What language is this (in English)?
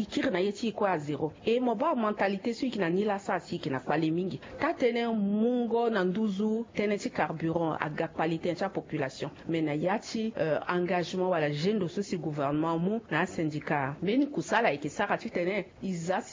Sango